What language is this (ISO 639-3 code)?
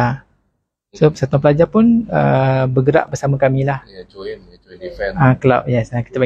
msa